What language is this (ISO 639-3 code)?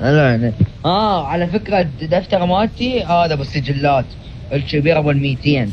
acm